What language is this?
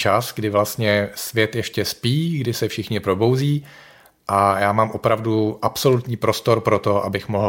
Czech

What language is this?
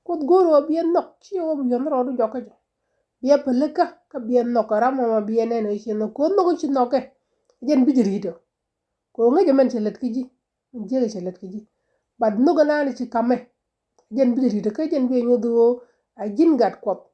Nuer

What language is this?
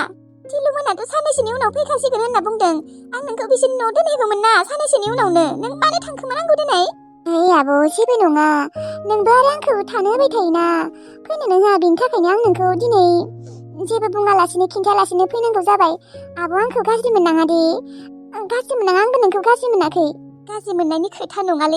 Bodo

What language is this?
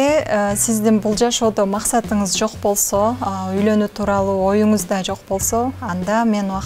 Kyrgyz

